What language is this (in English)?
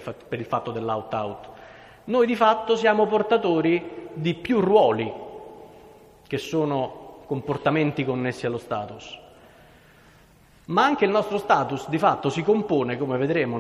Italian